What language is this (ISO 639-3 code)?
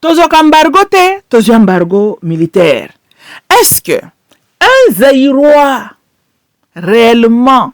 lin